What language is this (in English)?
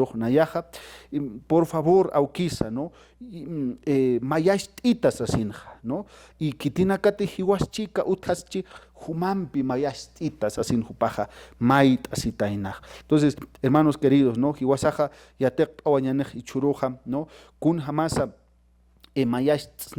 Aymara